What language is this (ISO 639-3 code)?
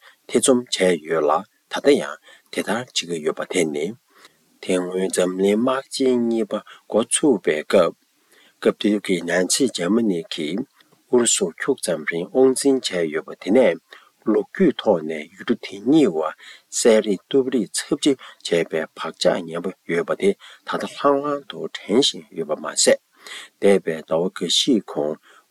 bod